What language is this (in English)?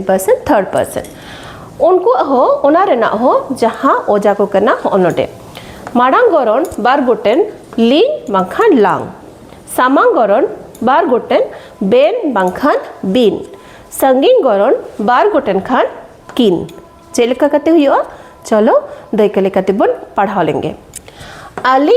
Santali